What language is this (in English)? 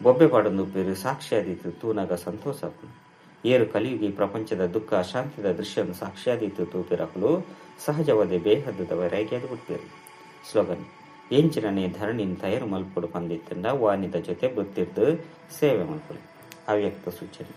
Tulu